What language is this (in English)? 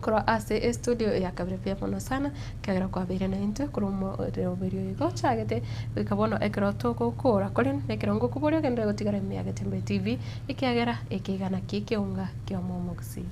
Gusii